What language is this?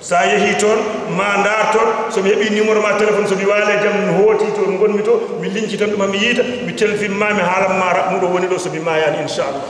Fula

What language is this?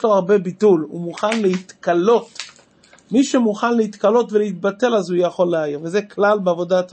Hebrew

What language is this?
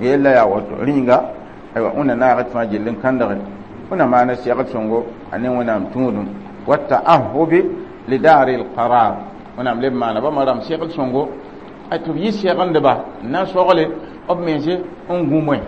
Mossi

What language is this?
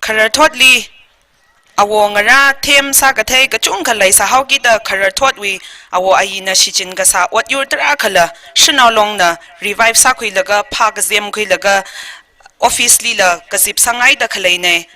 Tangkhul Naga (India)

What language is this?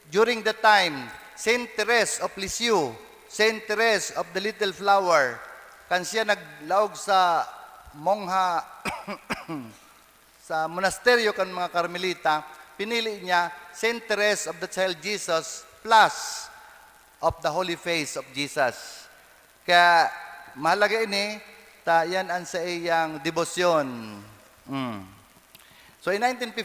Bikol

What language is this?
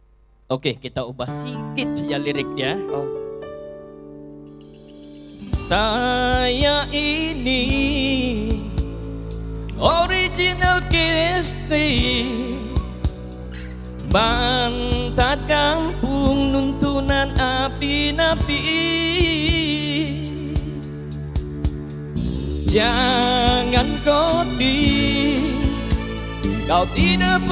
Malay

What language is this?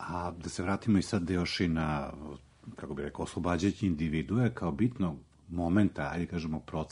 Serbian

